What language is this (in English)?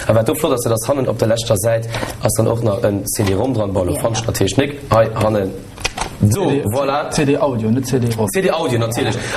Luxembourgish